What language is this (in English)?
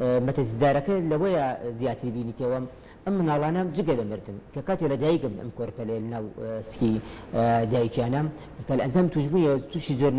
Central Kurdish